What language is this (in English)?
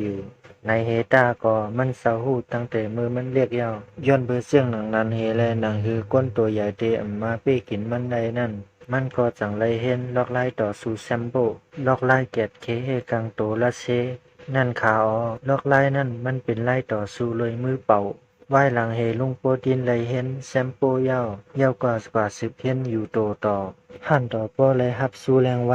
Shan